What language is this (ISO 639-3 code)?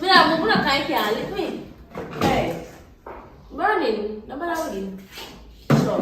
jam